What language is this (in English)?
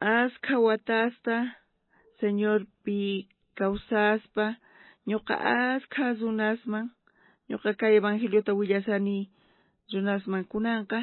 South Bolivian Quechua